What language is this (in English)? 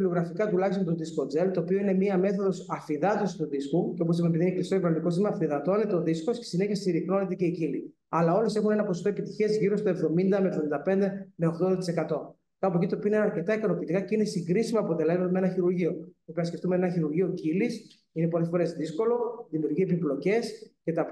Greek